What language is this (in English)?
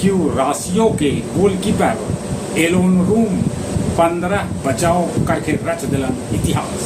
Magahi